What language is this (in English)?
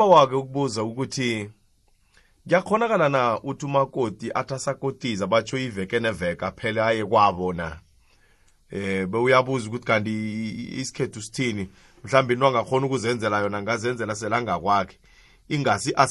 South Ndebele